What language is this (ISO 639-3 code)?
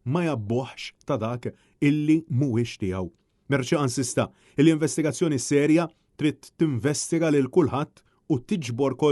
mlt